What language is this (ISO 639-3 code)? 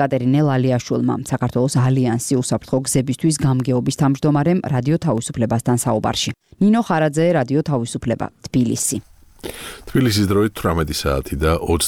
kat